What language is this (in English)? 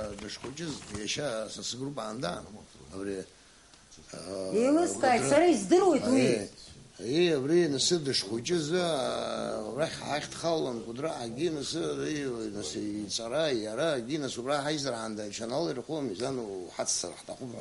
Abkhazian